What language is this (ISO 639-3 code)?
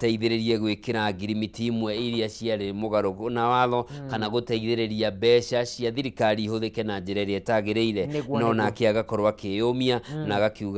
kik